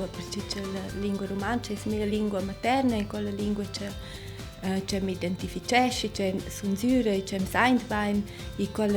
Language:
Romansh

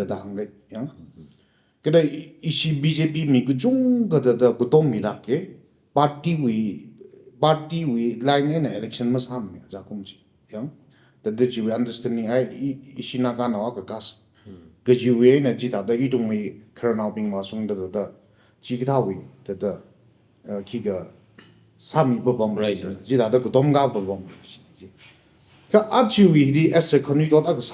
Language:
Tangkhul Naga (India)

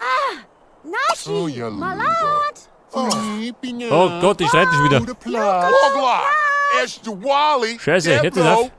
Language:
Bavarian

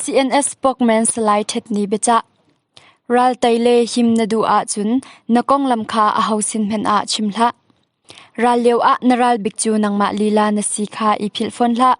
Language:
Hakha Chin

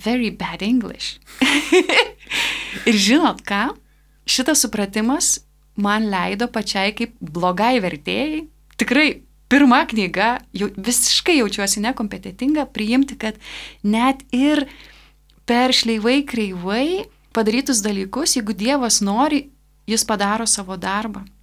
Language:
Lithuanian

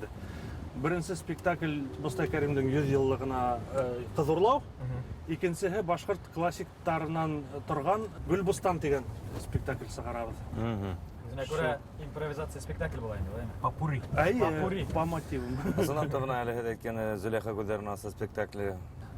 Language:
Bashkir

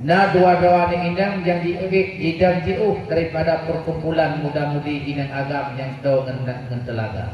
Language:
Achinese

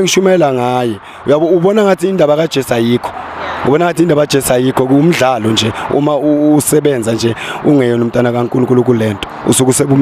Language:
Zulu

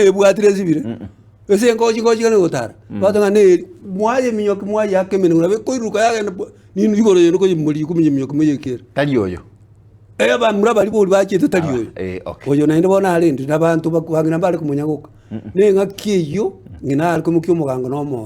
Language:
Gusii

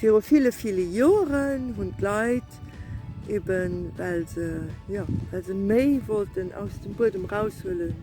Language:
Luxembourgish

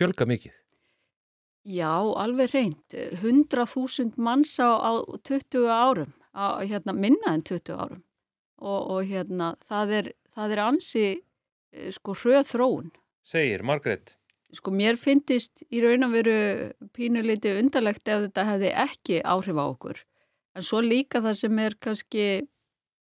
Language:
Icelandic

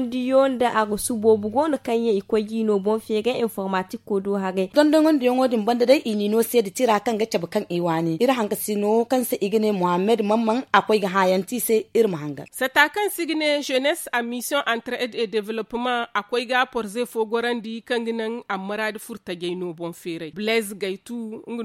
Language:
Zarma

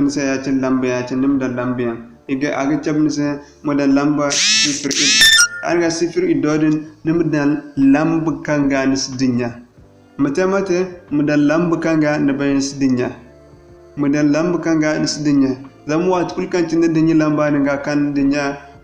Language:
Zarma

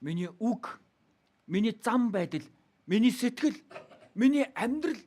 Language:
Mongolian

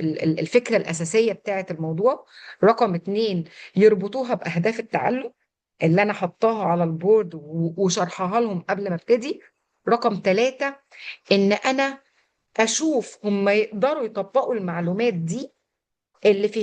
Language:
Egyptian Arabic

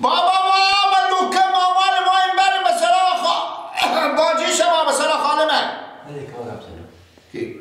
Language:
Persian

